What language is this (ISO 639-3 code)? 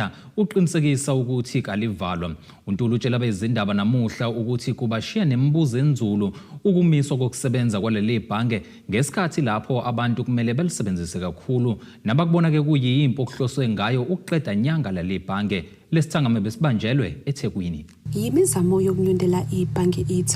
zul